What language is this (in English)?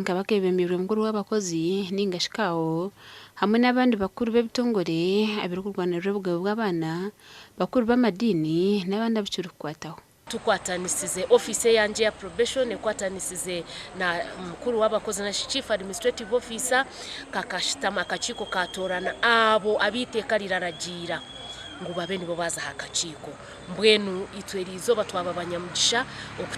Nyankole